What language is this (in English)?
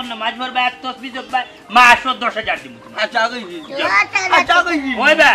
Sylheti